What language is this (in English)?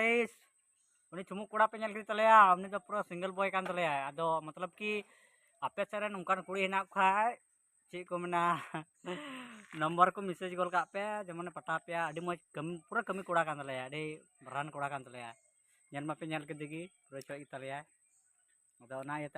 Santali